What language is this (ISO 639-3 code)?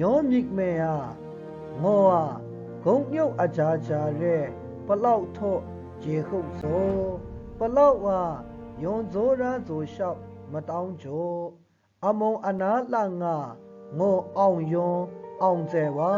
mhx